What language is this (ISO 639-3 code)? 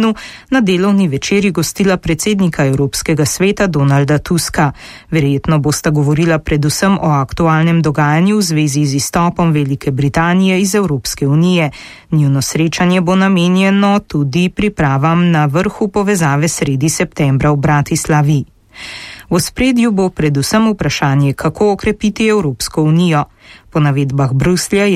slv